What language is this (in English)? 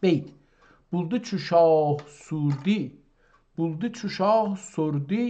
South Azerbaijani